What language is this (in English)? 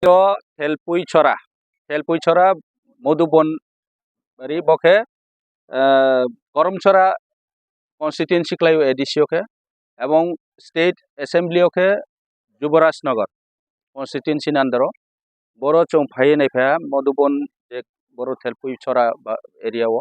Kok Borok